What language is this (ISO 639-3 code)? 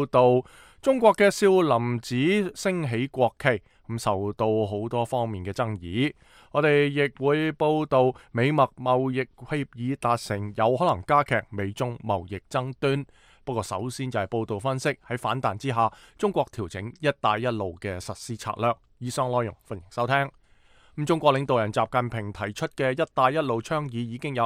yue